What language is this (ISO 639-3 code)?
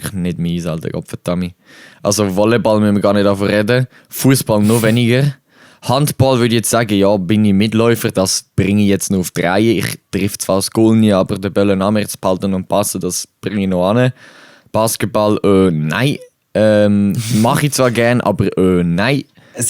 gsw